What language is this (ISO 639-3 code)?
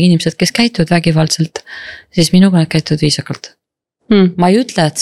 est